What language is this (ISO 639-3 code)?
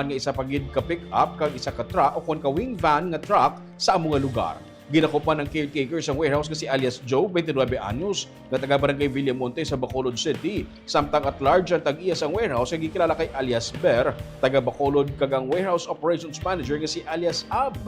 hil